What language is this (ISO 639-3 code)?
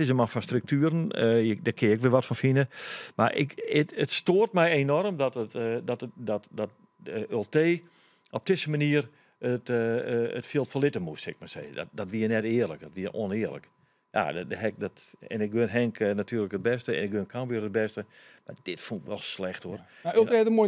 fry